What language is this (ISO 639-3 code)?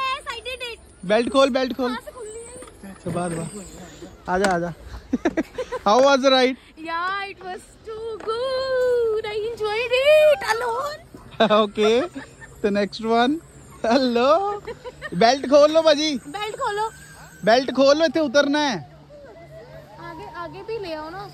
hin